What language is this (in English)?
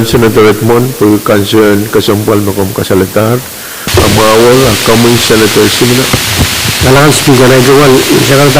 Pohnpeian